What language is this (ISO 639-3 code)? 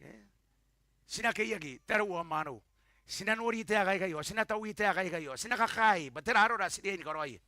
gil